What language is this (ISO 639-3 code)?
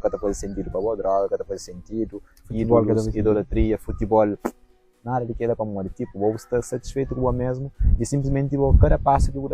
kea